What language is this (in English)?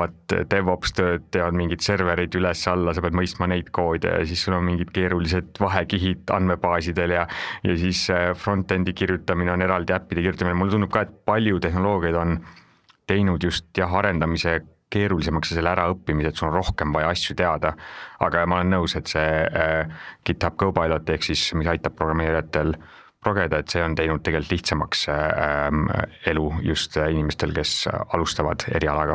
Estonian